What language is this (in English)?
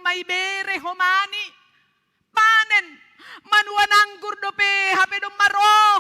Batak Simalungun